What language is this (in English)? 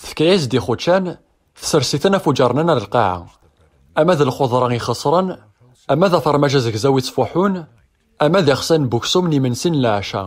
Kabyle